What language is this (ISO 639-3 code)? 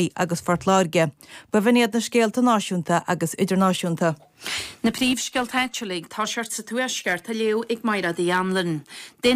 gle